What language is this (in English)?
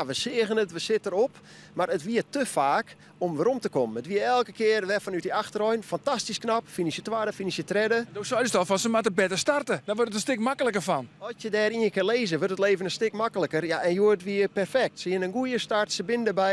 Western Frisian